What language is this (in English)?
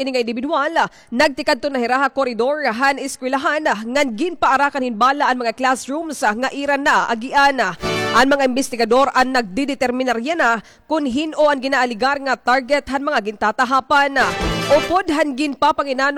Waray